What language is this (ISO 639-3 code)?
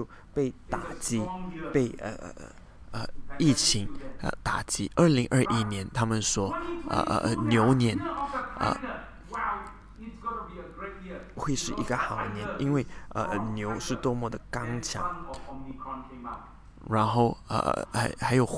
zho